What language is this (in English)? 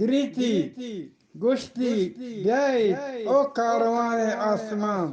Eastern Balochi